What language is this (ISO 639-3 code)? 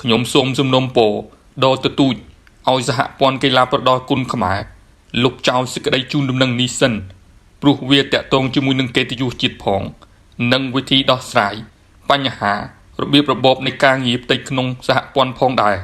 khm